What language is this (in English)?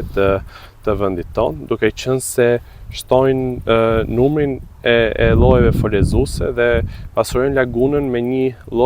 Albanian